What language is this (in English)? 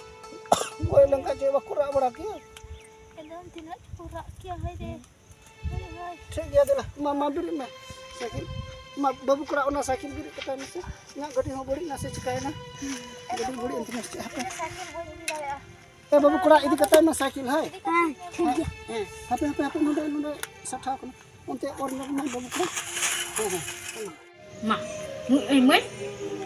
Santali